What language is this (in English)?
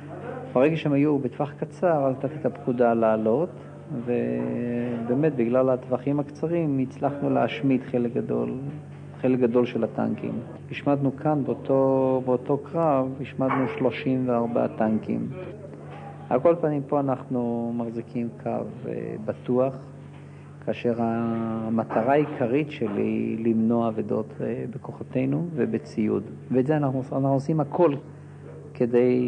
Hebrew